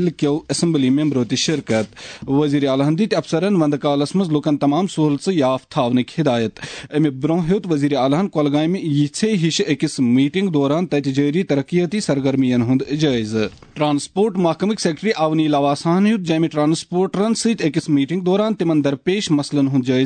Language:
Kashmiri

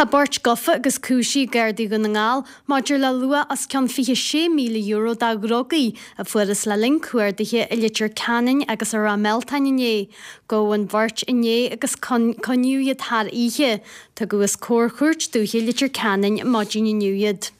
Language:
Irish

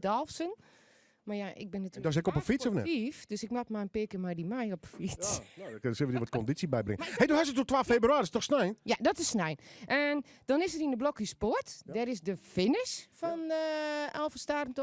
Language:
Western Frisian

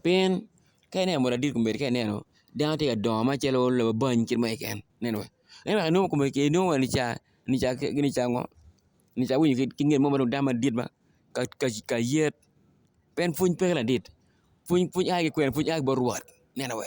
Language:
Acoli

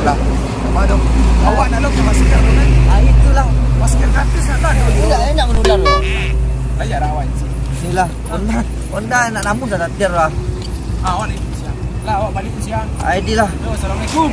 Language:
Minangkabau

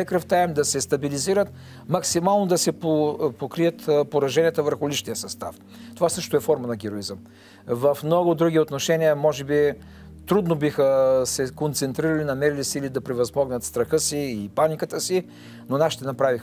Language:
Bulgarian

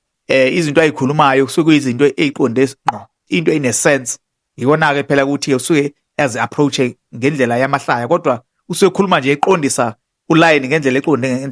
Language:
Zulu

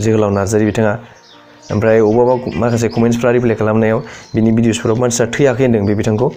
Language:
Bodo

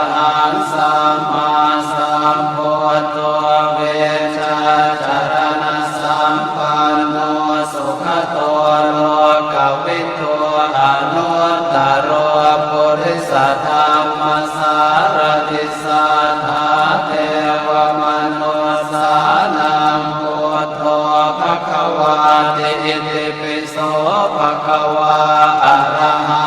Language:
Pali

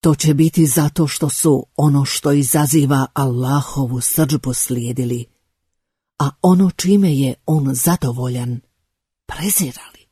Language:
Bosnian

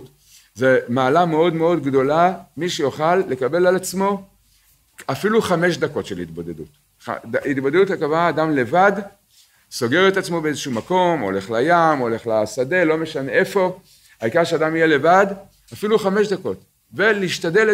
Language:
Hebrew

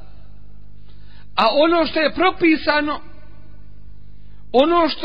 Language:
Bosnian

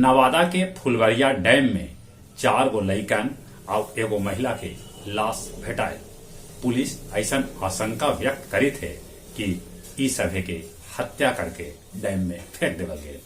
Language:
Magahi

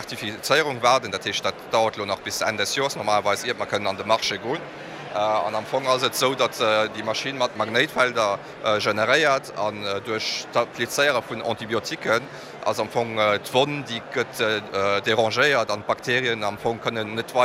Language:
Luxembourgish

